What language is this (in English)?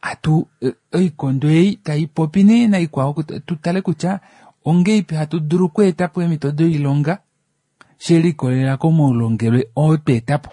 Kuanyama